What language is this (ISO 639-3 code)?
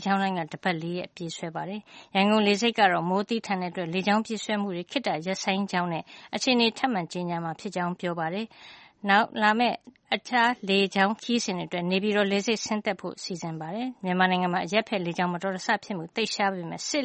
mya